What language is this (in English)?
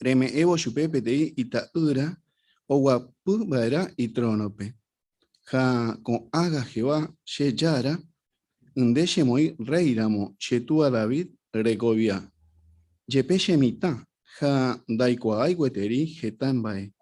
Guarani